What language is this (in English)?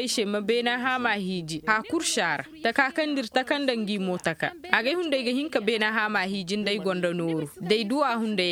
Koyraboro Senni